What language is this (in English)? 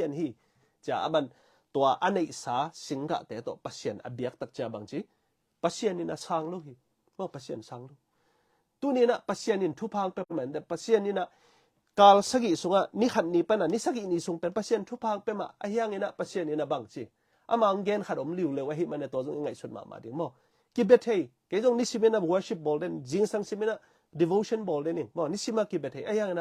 Tedim Chin